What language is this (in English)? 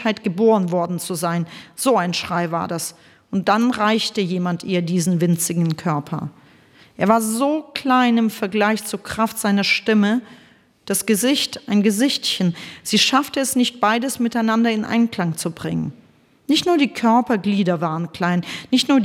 German